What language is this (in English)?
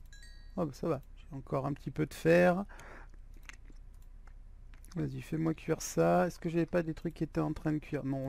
French